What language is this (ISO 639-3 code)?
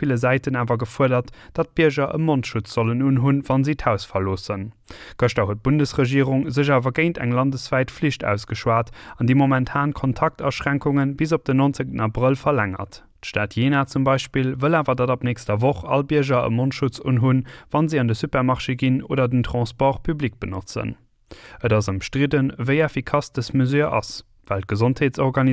ltz